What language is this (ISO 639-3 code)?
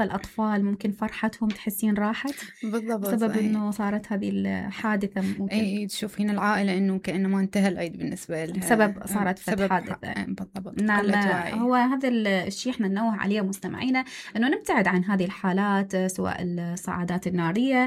acm